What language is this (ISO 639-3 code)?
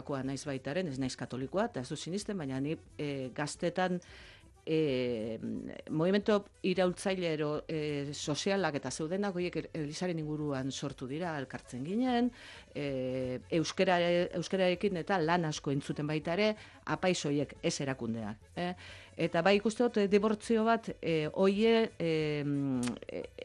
eus